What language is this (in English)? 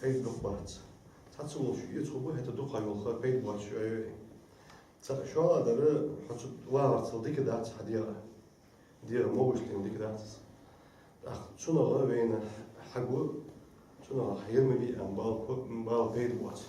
Ingush